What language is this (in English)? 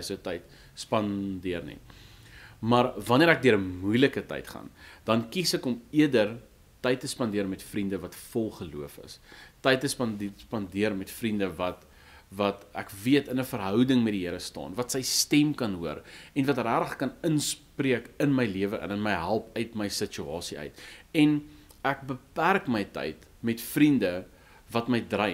Afrikaans